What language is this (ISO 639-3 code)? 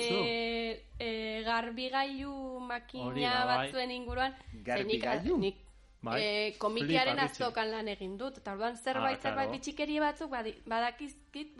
eus